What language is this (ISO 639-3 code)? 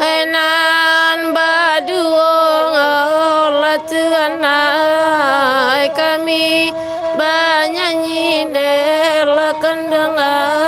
min